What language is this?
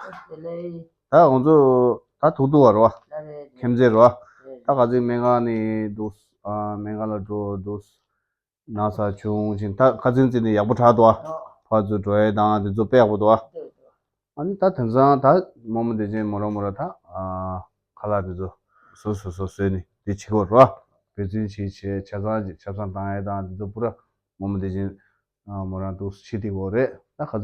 Tibetan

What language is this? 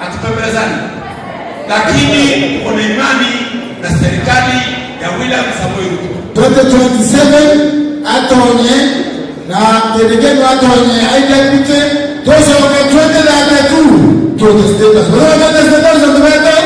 Meru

